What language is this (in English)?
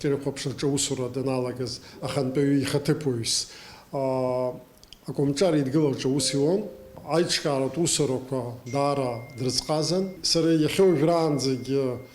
Abkhazian